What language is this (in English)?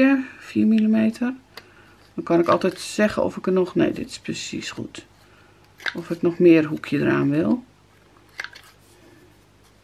Dutch